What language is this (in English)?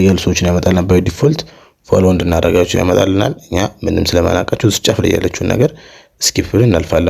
Amharic